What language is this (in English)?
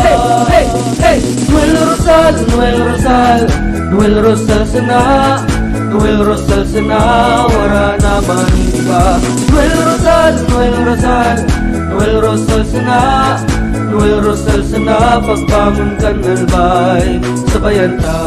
Bikol